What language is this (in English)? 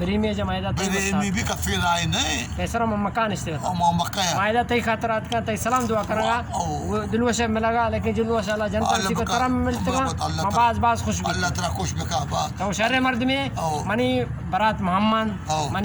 Baluchi